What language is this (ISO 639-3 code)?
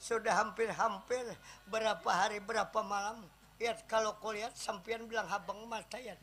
bjn